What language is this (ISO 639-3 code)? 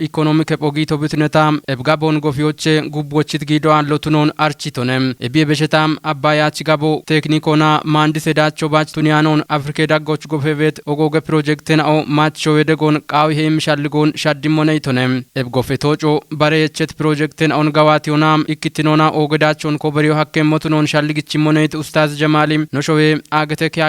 kbr